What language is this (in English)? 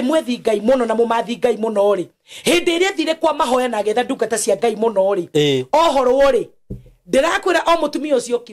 Kikuyu